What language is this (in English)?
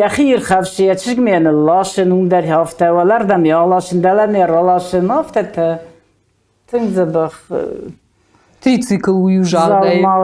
Ossetic